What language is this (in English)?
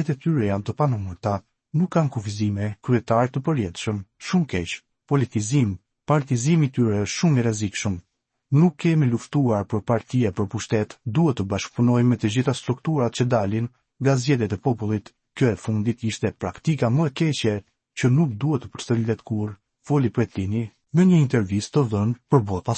Albanian